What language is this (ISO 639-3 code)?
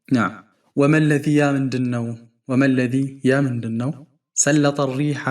amh